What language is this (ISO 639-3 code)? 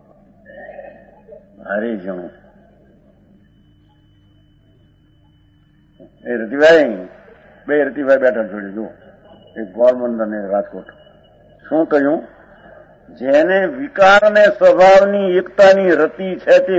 guj